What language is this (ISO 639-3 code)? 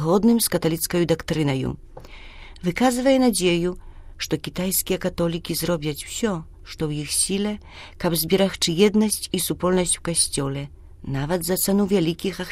bel